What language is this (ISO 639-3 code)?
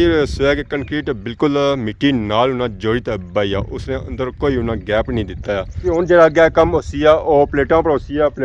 phr